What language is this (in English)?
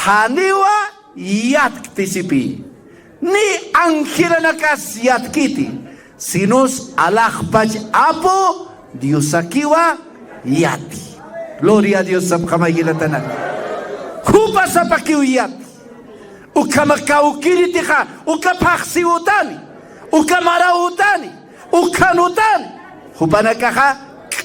Aymara